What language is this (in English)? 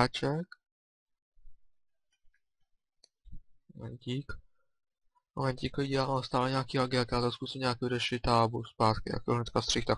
Czech